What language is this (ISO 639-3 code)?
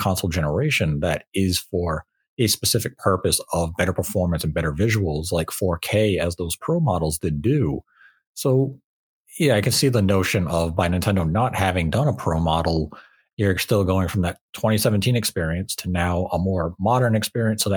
eng